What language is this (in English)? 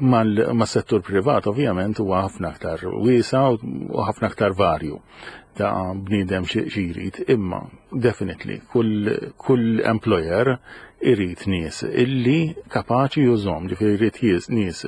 Maltese